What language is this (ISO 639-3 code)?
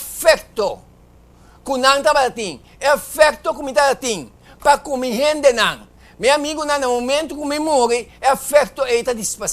pap